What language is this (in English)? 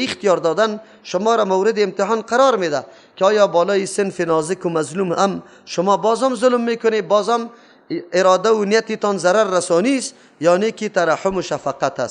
Persian